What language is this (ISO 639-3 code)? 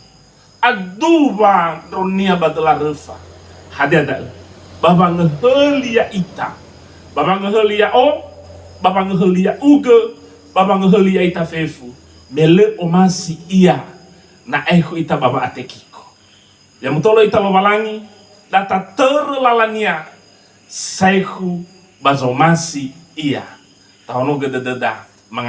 nia